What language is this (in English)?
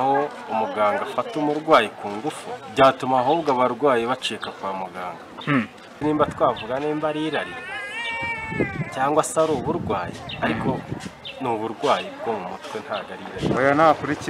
Kinyarwanda